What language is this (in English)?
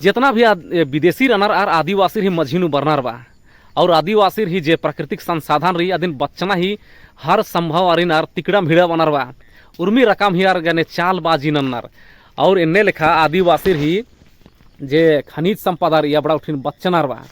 Kurukh